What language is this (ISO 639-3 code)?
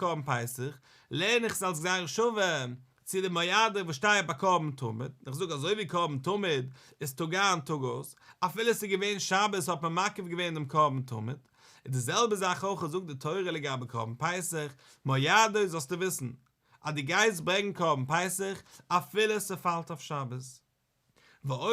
yid